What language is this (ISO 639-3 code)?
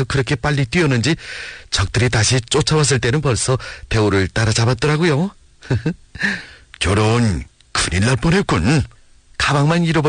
kor